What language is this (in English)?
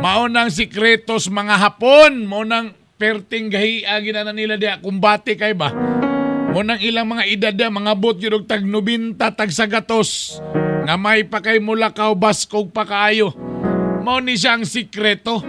Cebuano